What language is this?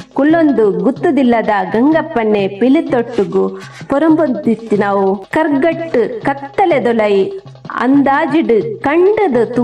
Tulu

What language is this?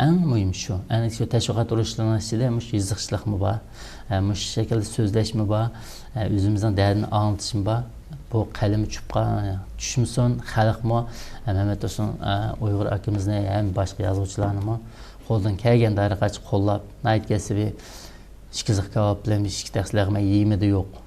Uyghur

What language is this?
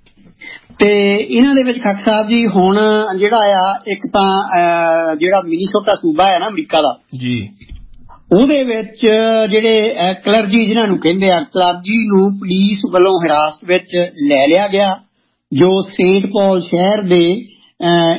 Punjabi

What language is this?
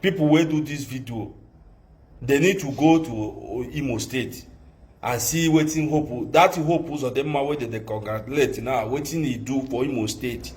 Nigerian Pidgin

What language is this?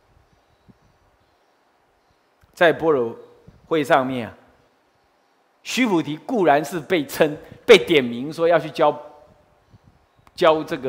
Chinese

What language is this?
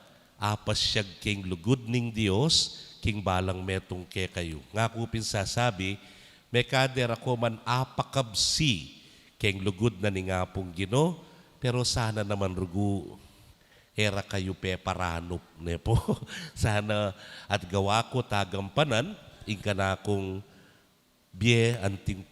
Pampanga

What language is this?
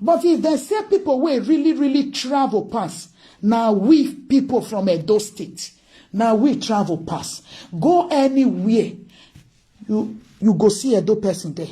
Nigerian Pidgin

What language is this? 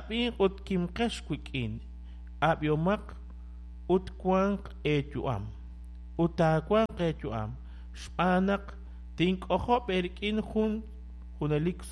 Kekchí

